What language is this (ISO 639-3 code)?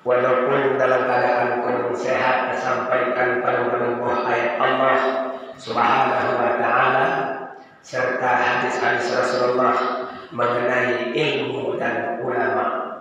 ace